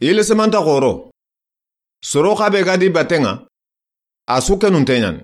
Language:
Soninke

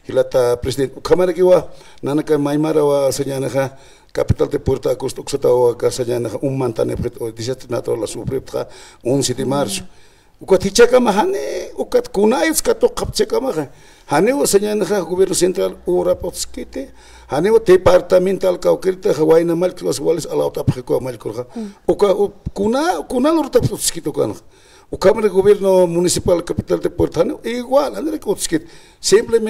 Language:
Aymara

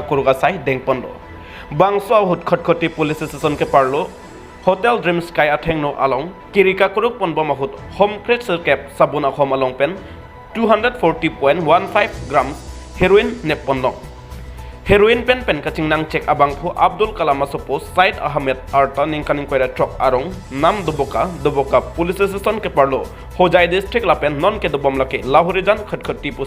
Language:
Karbi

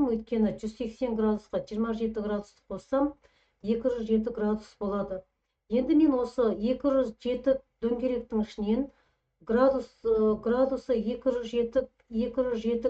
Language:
Kazakh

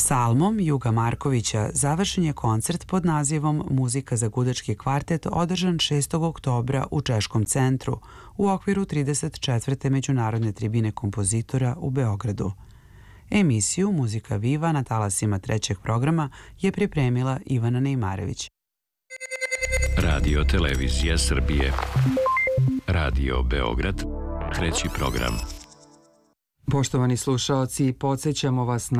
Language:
Serbian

